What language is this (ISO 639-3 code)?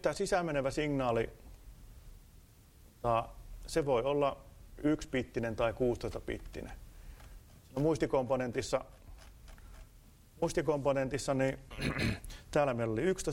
fin